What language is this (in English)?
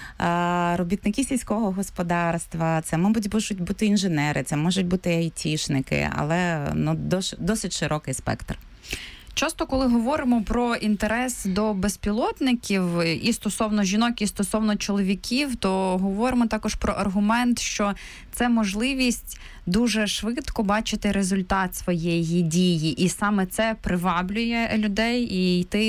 Ukrainian